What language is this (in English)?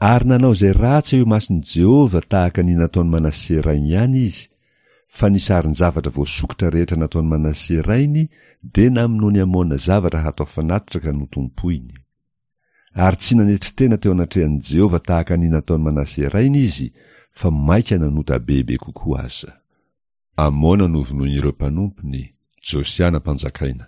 Malagasy